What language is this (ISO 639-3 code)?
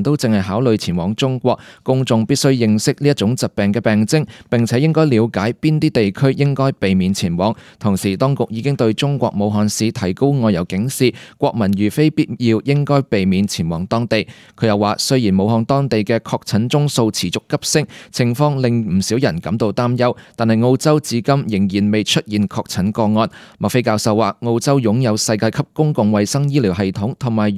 yue